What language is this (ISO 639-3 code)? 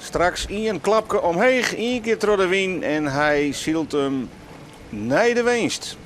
fry